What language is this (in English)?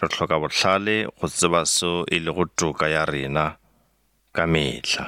Northern Sotho